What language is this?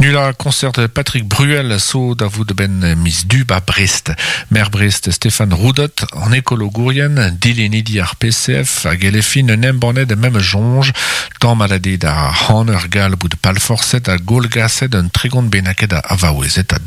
Breton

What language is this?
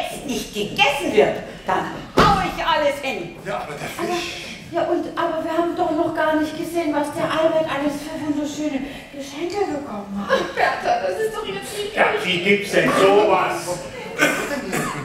German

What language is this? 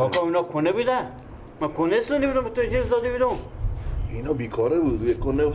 Persian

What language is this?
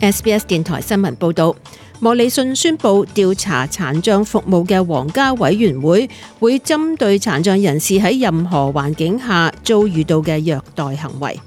Cantonese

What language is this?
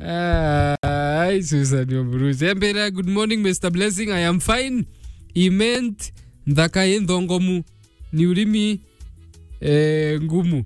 Meru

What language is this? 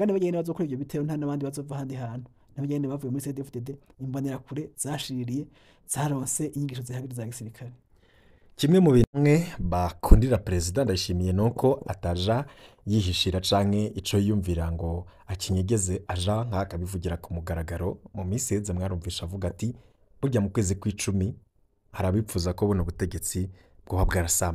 Rundi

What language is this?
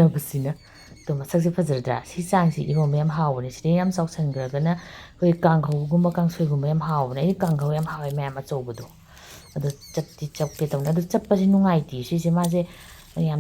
Manipuri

